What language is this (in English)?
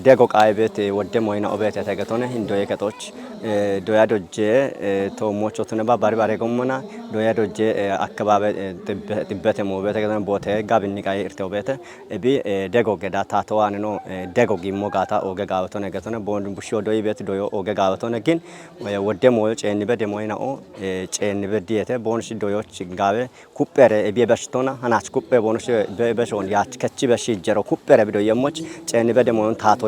Kafa